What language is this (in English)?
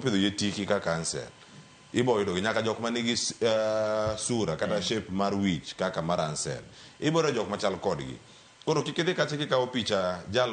Luo (Kenya and Tanzania)